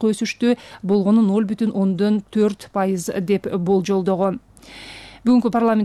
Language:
Kyrgyz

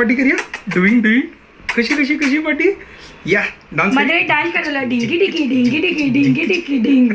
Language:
Konkani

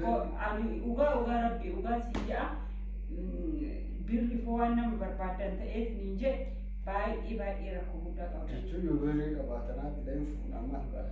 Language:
Oromo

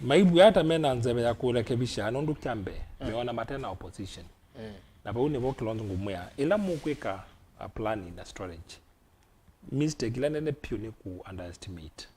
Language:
Kamba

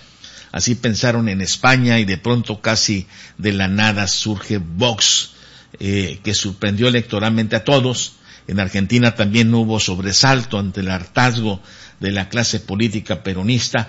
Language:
Spanish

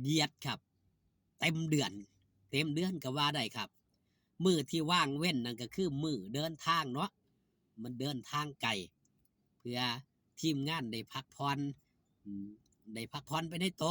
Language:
Northeastern Thai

